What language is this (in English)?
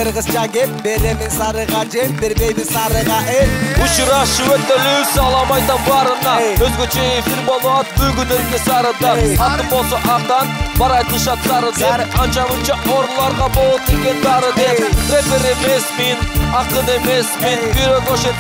Kyrgyz